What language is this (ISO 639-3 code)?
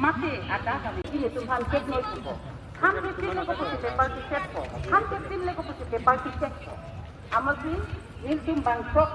mjw